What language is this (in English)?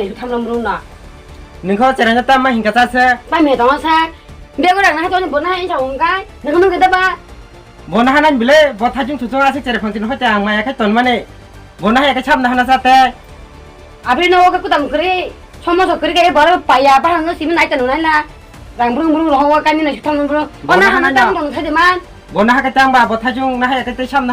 Kok Borok